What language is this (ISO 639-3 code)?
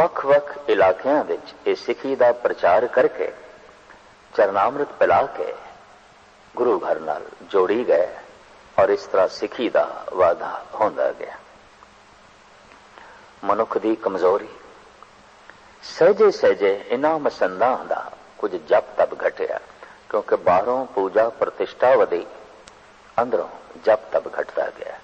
pan